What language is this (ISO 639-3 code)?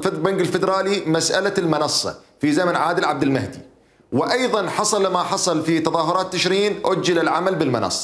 acm